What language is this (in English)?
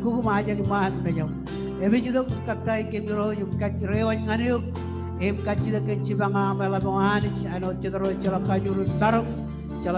Marshallese